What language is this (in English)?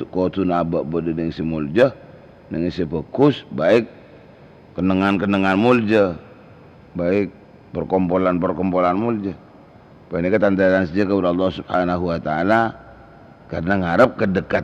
Madurese